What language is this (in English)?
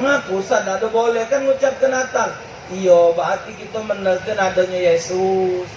Musi